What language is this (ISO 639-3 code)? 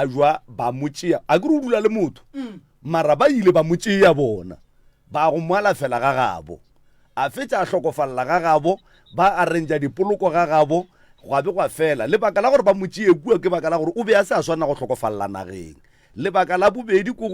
nso